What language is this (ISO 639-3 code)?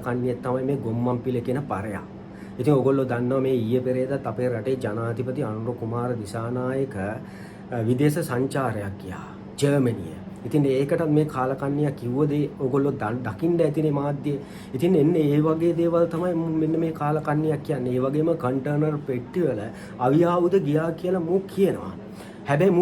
sin